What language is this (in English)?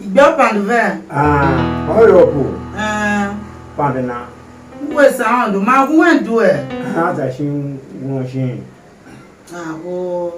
Tiv